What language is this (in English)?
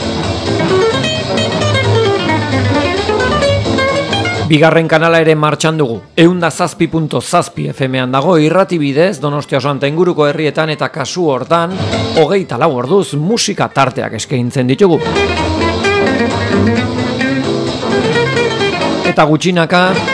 Basque